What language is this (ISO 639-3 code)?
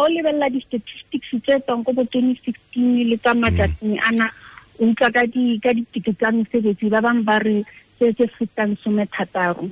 tsn